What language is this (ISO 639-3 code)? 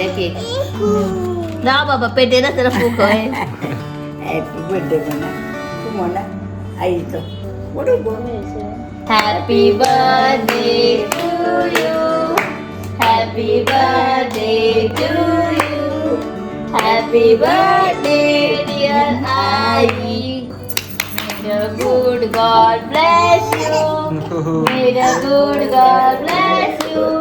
kok